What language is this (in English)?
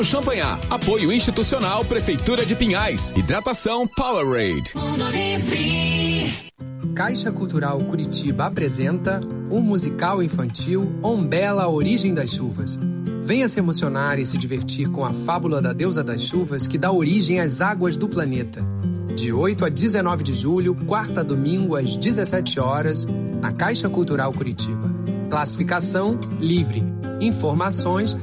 Portuguese